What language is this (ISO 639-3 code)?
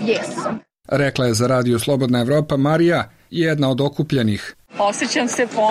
bos